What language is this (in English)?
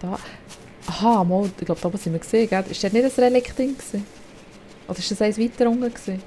Swiss German